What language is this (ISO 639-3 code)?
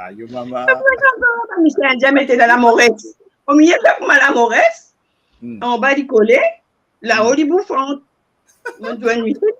mfe